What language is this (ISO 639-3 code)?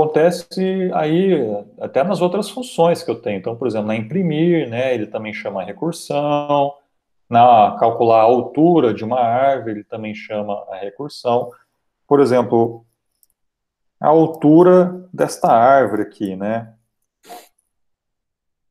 por